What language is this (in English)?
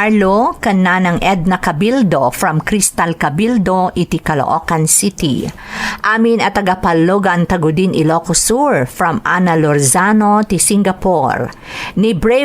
Iloko